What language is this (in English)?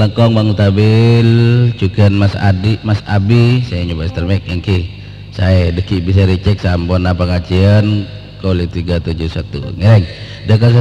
Madurese